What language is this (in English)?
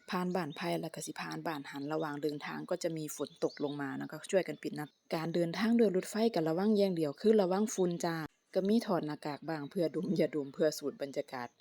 Northeastern Thai